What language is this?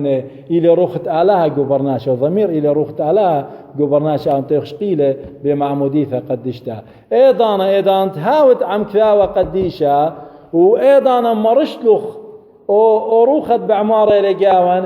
Assyrian Neo-Aramaic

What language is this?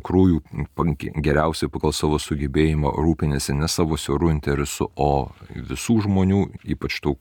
Lithuanian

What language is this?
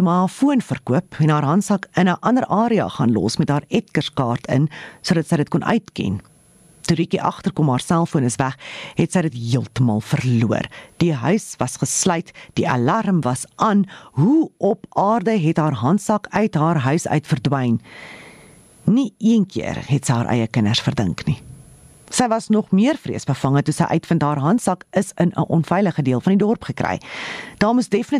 Afrikaans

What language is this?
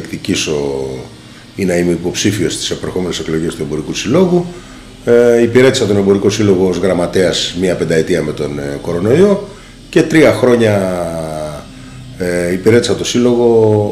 Greek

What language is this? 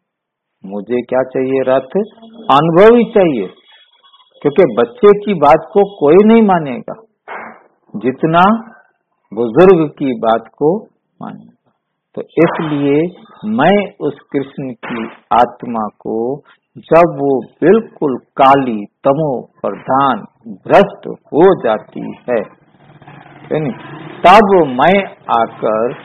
Hindi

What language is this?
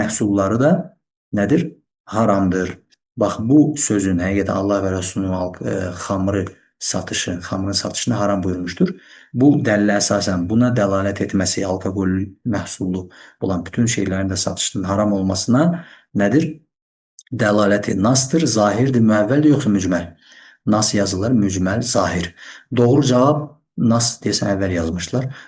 Azerbaijani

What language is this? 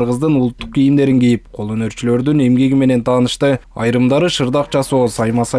Kyrgyz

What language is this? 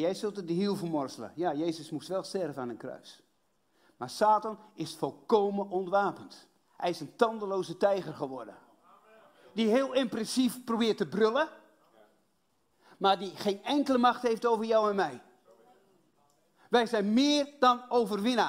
Dutch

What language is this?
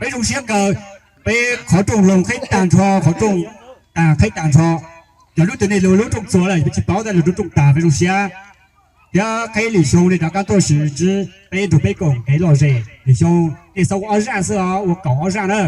Hmong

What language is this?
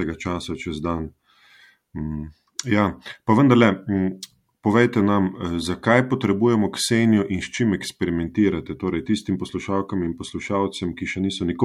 Slovenian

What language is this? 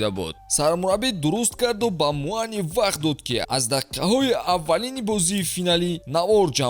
Tajik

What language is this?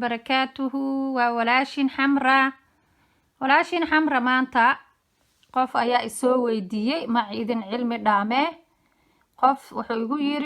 Somali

